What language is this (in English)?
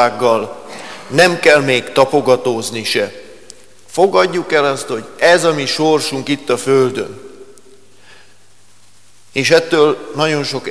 Hungarian